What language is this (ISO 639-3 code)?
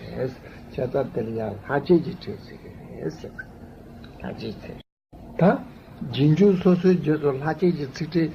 bod